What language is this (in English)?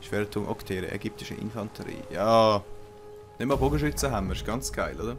Swiss German